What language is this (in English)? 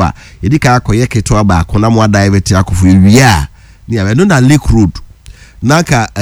Akan